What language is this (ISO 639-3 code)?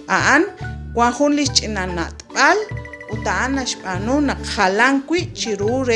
kek